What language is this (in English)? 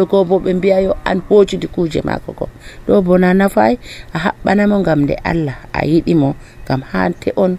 Nigerian Fulfulde